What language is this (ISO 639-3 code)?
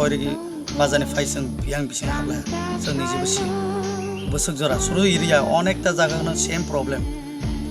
trp